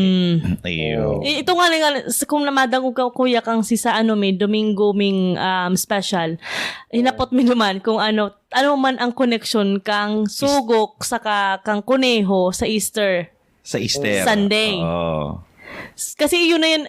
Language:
Bikol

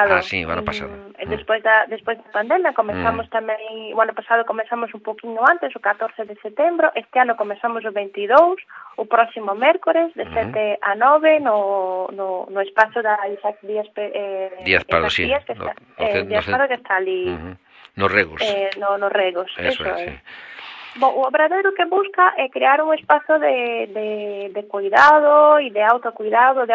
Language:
Galician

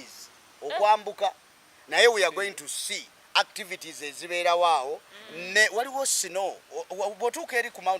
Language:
Ganda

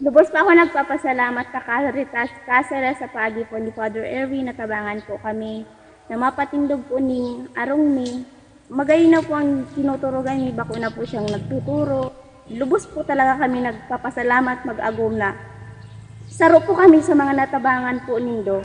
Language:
Bikol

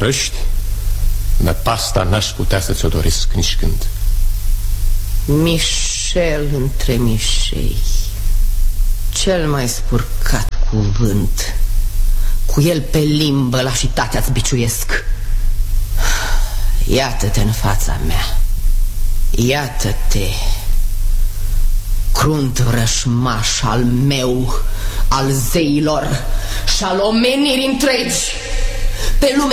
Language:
Romanian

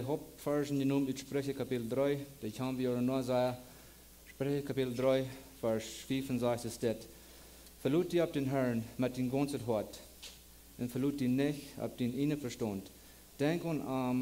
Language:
Plautdietsch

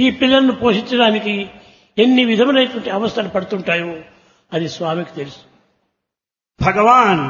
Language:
Telugu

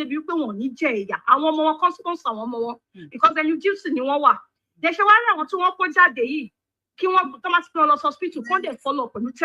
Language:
Yoruba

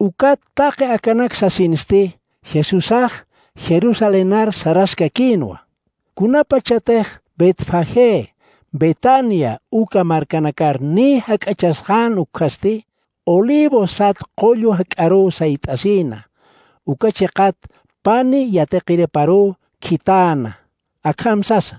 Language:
Aymara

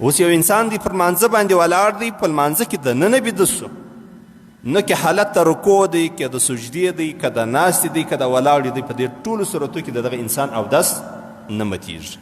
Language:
Pashto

